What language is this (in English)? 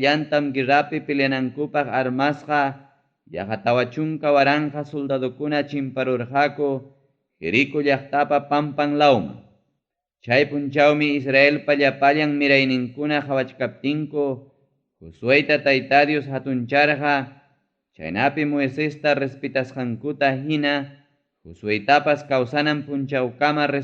Ayacucho Quechua